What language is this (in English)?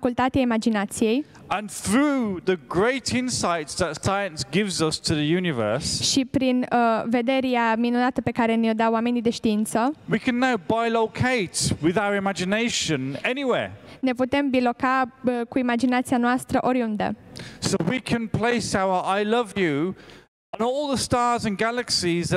Romanian